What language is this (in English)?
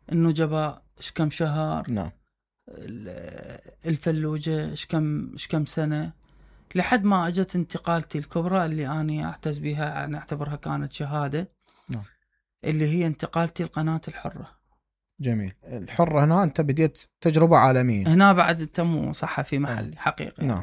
Mesopotamian Arabic